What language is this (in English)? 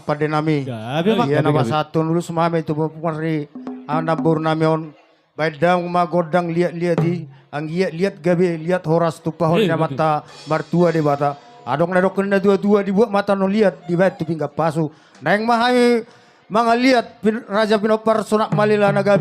Batak Toba